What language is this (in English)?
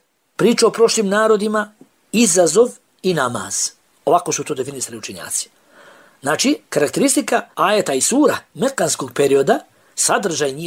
Bosnian